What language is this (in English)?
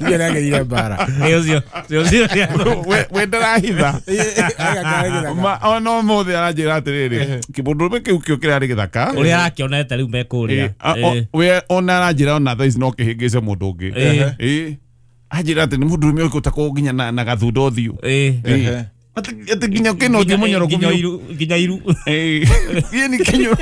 Kikuyu